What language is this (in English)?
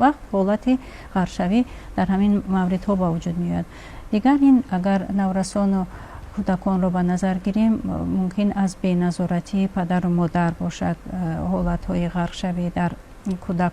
Tajik